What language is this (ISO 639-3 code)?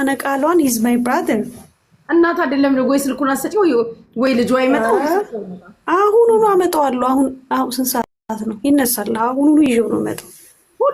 amh